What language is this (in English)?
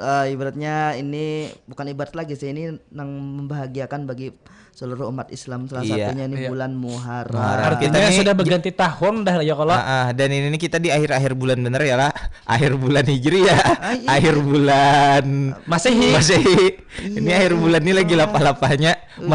Banjar